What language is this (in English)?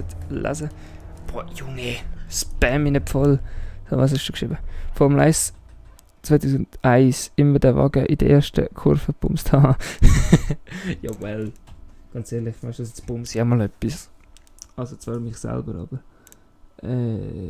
Swiss German